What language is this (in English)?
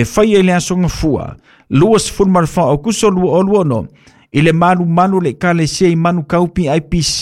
Samoan